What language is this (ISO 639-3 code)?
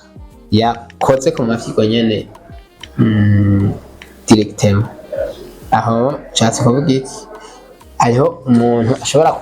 run